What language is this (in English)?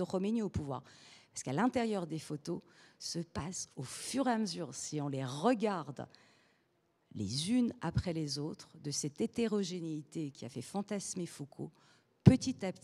French